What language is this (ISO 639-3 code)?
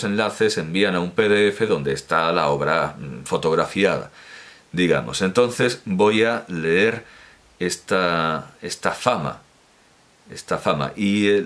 spa